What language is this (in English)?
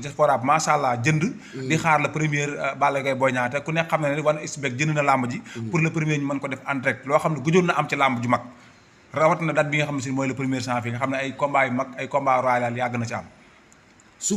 Wolof